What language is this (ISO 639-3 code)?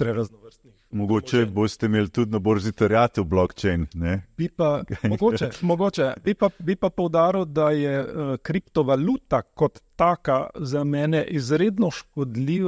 slv